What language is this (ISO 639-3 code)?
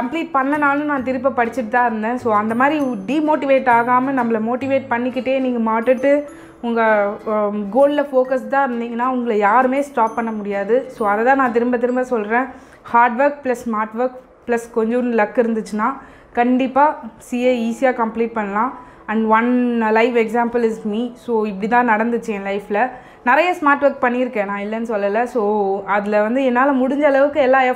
tam